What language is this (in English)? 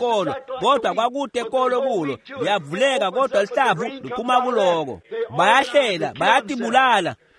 Swati